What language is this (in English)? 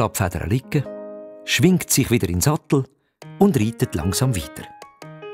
Swiss German